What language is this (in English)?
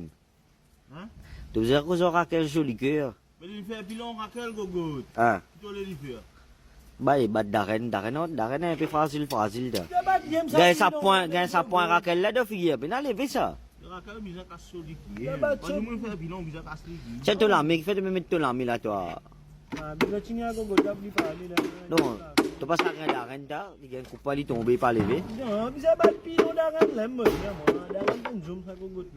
Morisyen